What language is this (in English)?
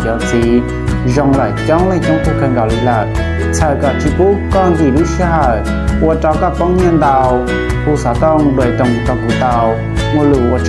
Hmong